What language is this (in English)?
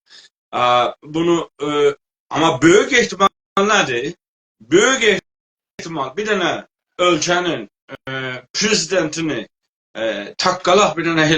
South Azerbaijani